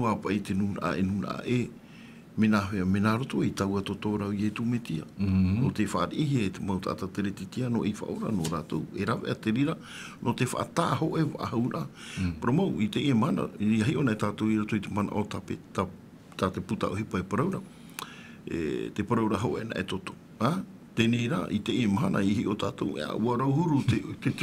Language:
Tahitian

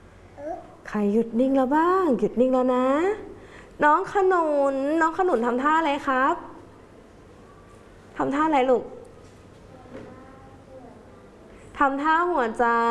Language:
Thai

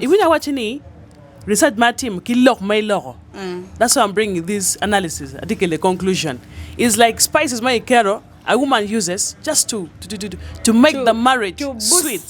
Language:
Acoli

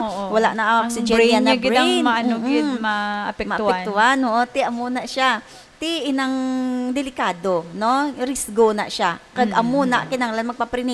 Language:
Hiligaynon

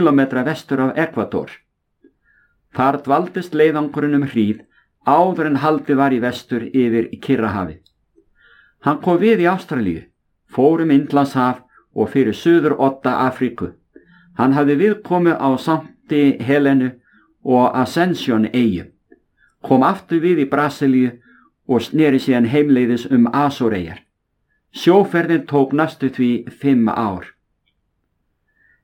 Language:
Icelandic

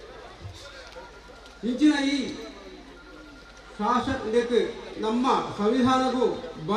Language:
Kannada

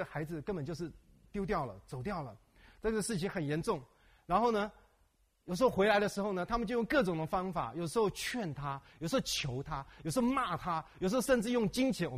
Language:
Chinese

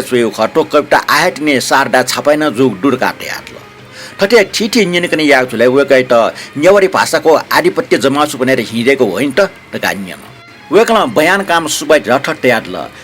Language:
Newari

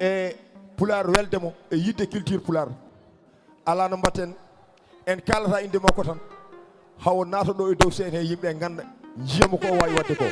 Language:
Fula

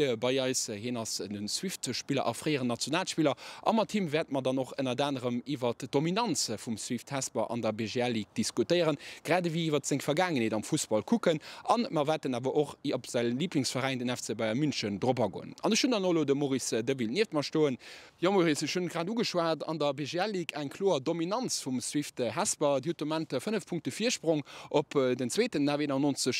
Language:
Luxembourgish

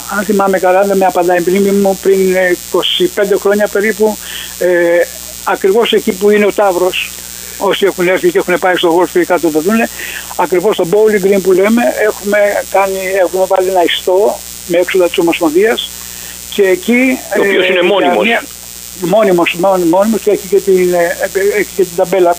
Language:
Greek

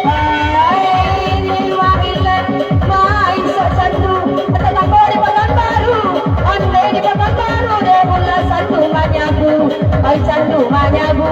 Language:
Minangkabau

